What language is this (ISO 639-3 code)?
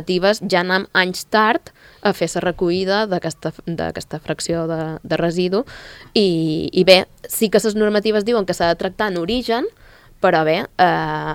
cat